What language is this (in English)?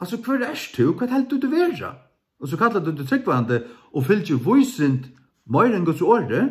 Faroese